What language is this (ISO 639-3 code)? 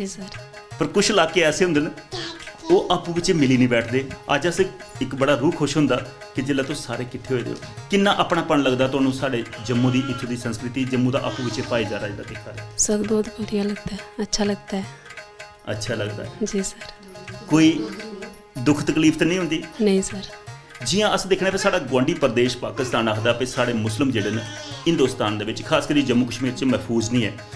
doi